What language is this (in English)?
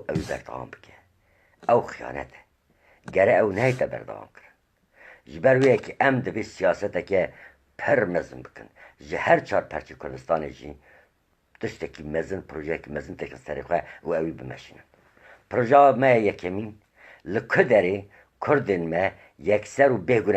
Kurdish